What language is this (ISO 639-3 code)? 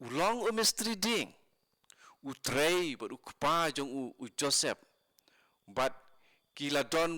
kha